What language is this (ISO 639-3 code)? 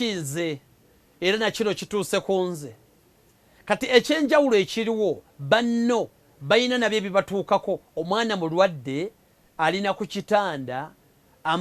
lug